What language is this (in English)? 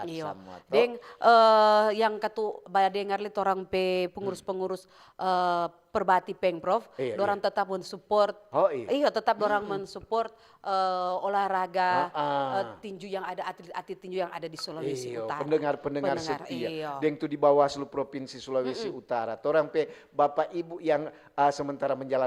Manado Malay